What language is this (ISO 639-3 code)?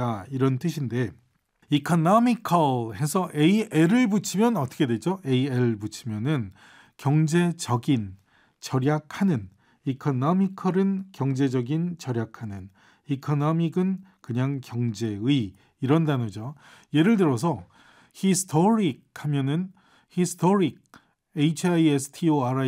kor